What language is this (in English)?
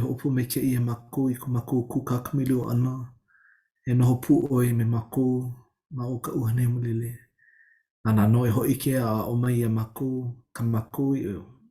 Hawaiian